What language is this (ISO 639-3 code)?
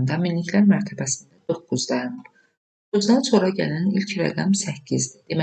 aze